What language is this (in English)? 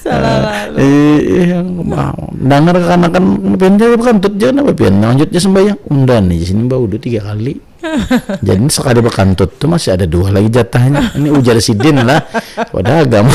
Banjar